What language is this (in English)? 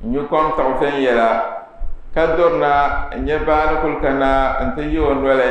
Dagbani